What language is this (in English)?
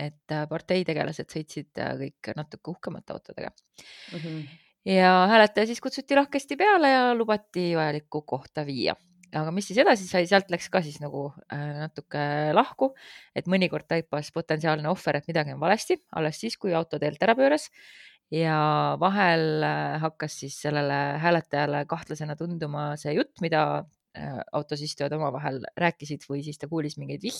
Estonian